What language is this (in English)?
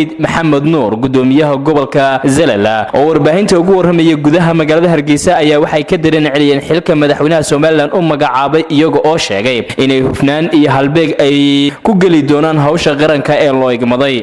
Somali